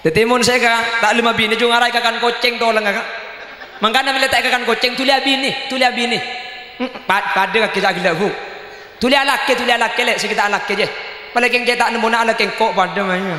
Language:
Madurese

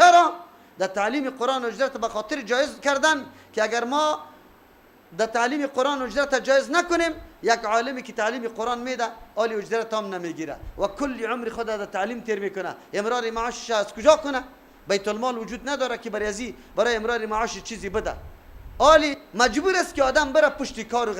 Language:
Persian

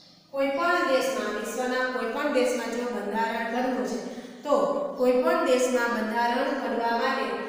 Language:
Gujarati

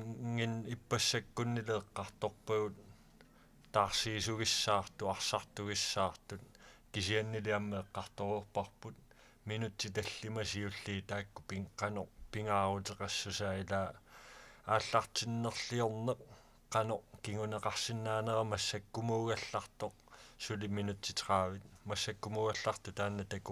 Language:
Kalaallisut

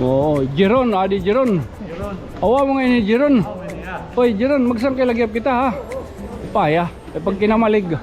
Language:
Waray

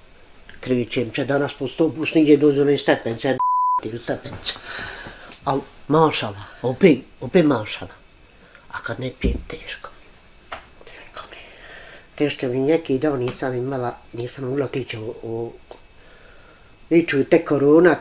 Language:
Bosnian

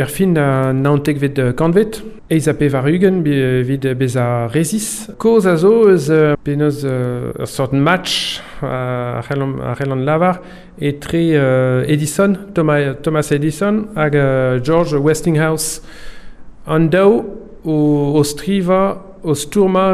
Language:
Breton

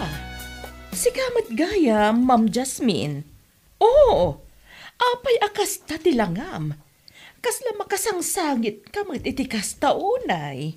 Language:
Iloko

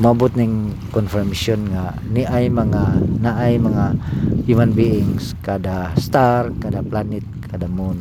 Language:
Cebuano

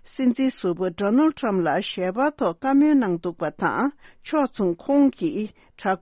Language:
Tibetan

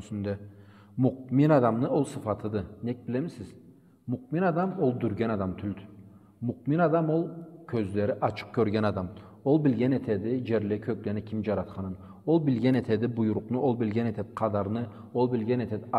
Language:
Karachay-Balkar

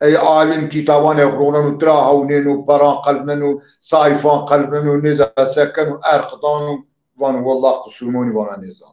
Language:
Zaza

